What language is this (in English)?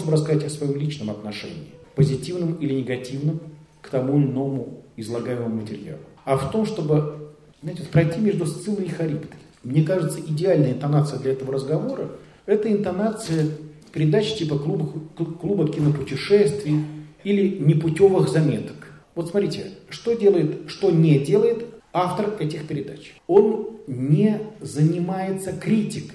Russian